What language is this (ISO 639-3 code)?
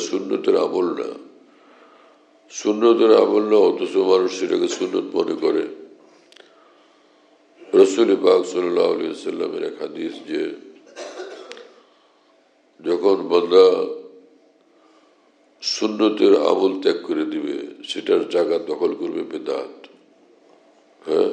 ben